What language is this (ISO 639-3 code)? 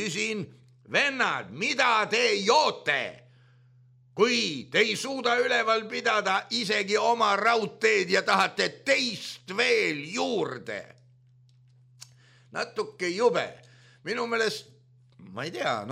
est